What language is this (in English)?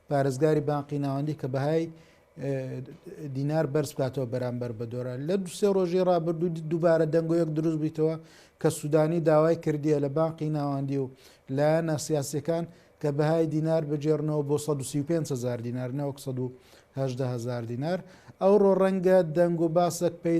Central Kurdish